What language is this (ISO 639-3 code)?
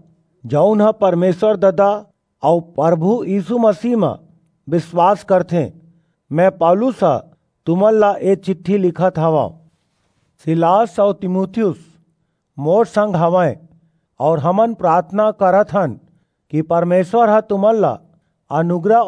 hne